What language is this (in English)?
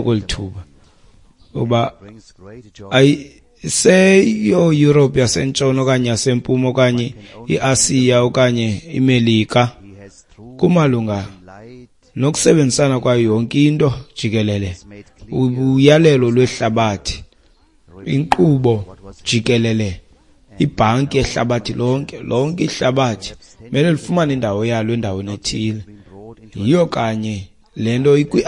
Xhosa